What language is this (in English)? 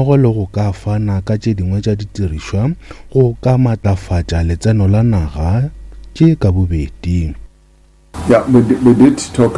Northern Sotho